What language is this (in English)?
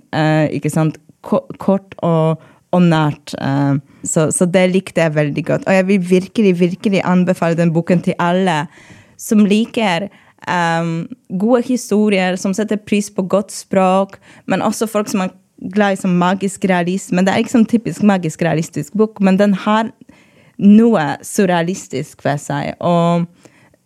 Norwegian